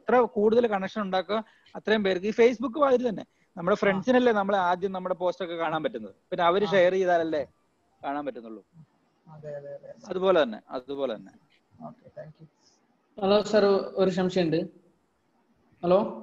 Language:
Malayalam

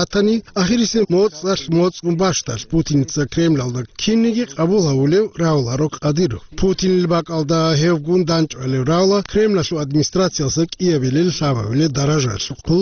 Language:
Avaric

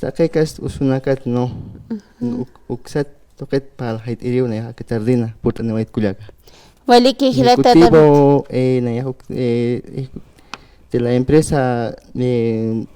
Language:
Aymara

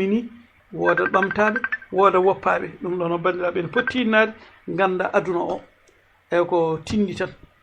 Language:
Fula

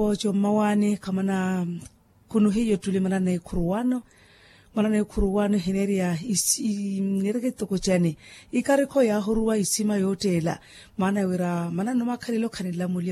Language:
Makhuwa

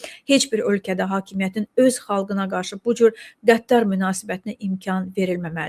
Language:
Azerbaijani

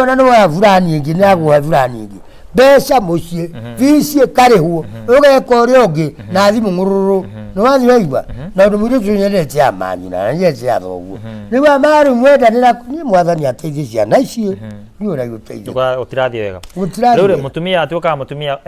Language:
Kikuyu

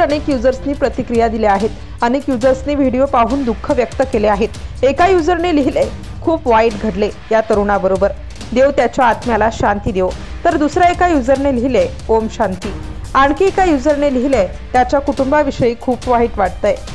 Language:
Marathi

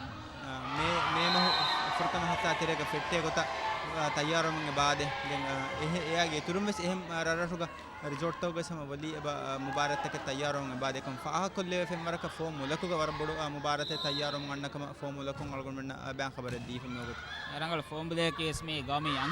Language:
Divehi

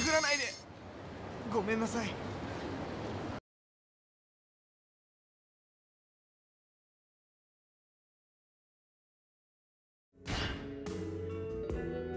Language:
Japanese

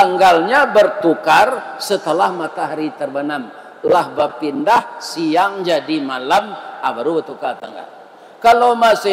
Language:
Minangkabau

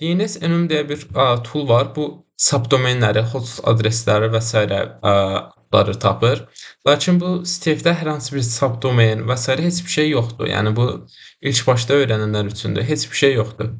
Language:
Azerbaijani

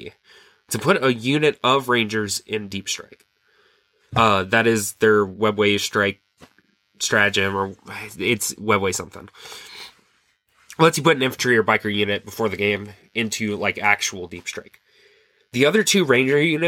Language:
English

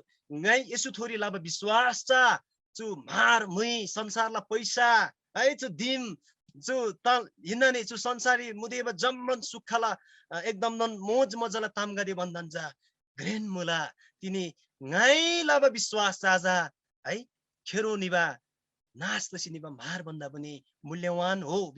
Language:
Eastern Tamang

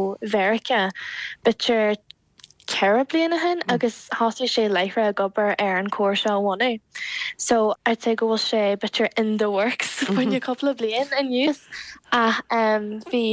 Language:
Irish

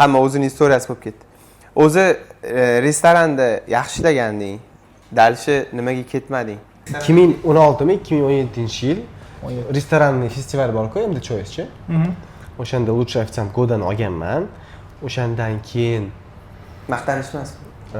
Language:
Uzbek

